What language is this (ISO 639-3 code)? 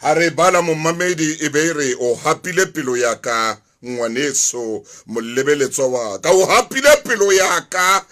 sot